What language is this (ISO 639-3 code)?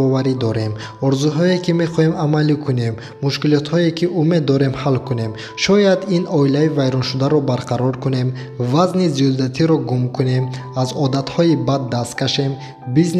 tgk